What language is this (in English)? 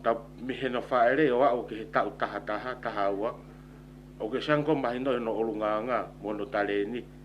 Tongan